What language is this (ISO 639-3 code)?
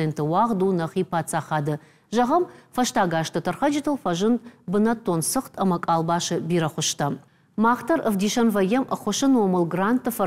oss